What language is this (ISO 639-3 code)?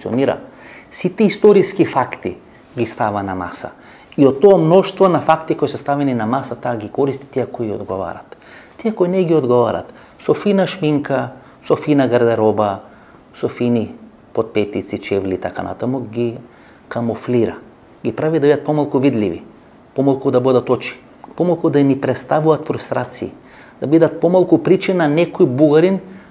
mkd